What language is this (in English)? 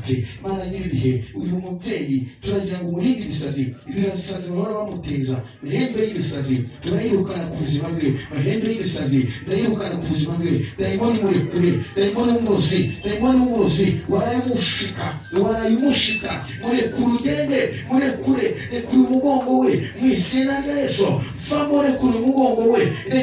Kinyarwanda